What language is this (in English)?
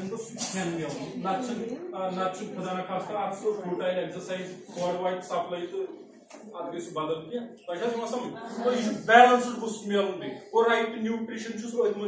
Kashmiri